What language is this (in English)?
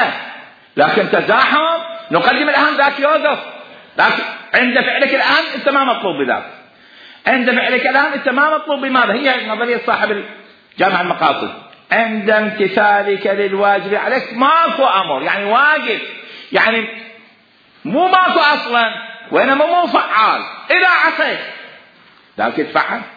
Mesopotamian Arabic